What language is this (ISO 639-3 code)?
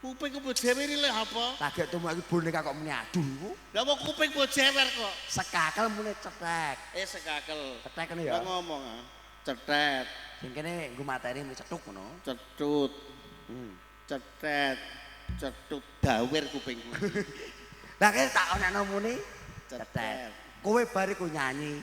jav